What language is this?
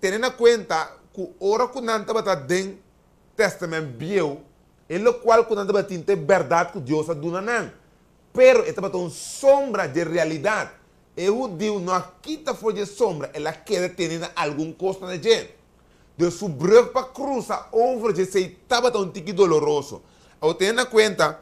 Papiamento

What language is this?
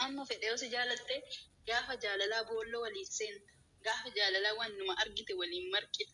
Oromo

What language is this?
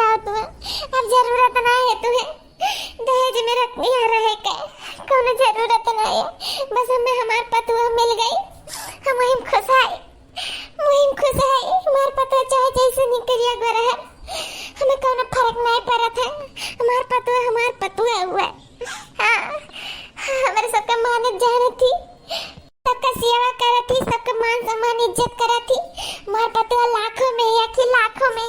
Awadhi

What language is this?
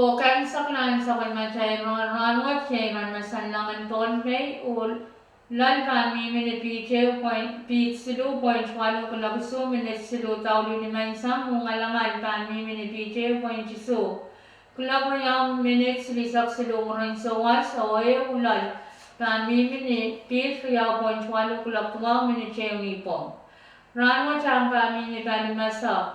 Pohnpeian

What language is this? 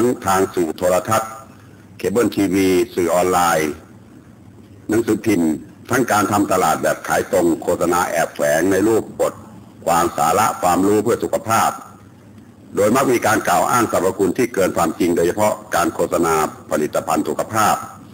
Thai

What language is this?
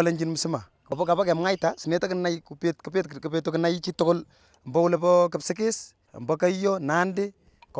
Kalenjin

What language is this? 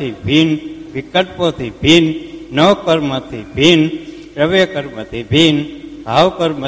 Gujarati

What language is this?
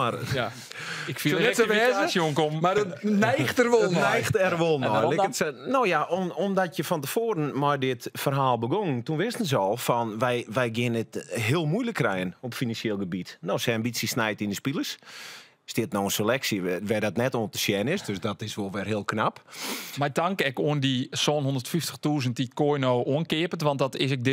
Western Frisian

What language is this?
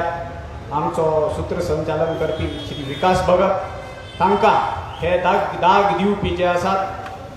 Konkani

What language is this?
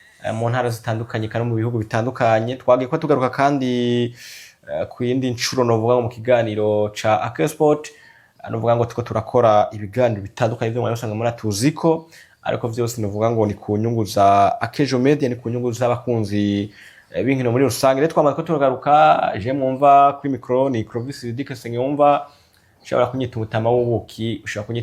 Rundi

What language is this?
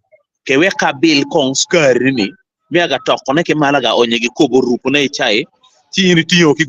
Acoli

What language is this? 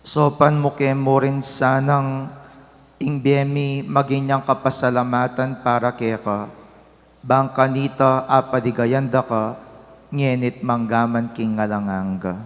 Pampanga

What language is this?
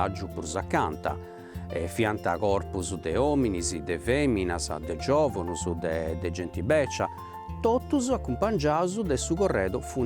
Sardinian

